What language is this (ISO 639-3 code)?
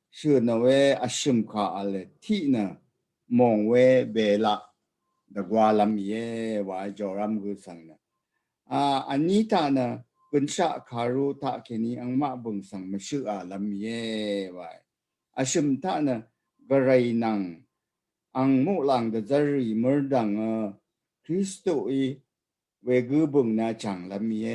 raw